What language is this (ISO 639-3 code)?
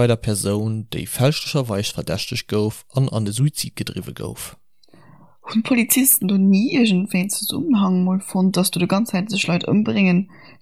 ltz